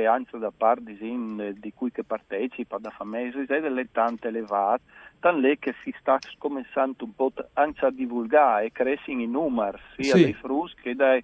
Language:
Friulian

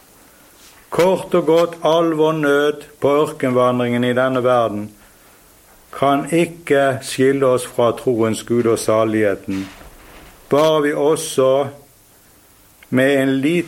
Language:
Norwegian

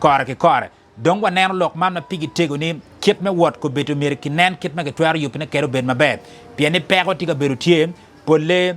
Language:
Acoli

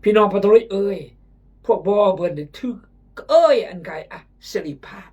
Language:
Khmu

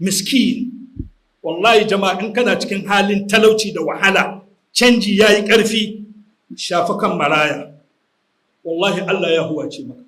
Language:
Hausa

